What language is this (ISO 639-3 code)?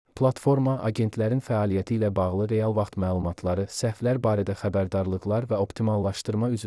aze